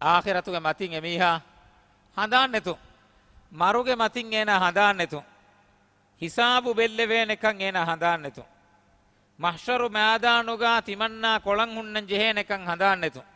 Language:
Divehi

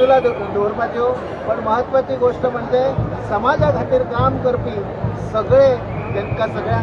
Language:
Konkani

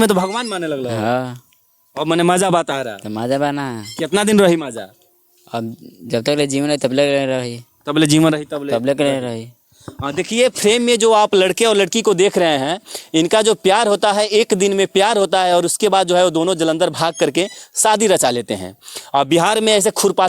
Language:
Bhojpuri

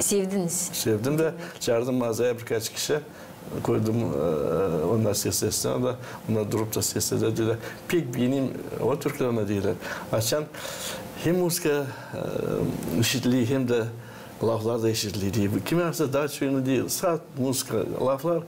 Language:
Gagauz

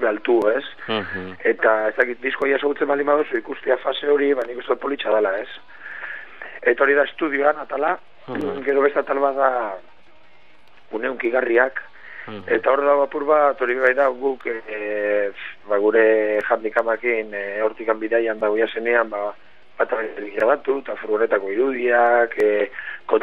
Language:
Basque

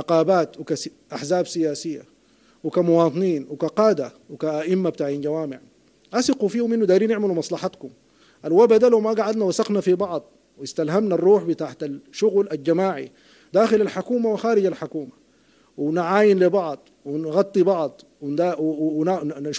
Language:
Sudanese Arabic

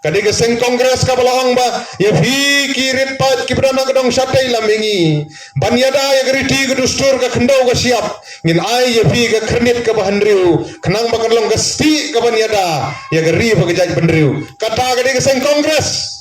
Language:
Khasi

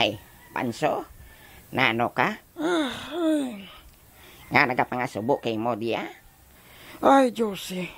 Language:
Hiligaynon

